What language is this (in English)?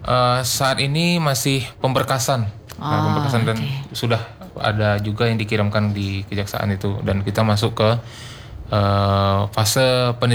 Indonesian